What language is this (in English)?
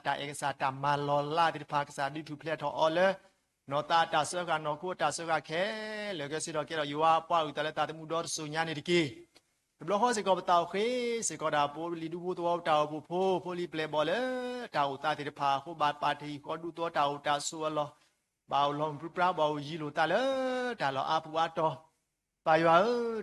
S'gaw Karen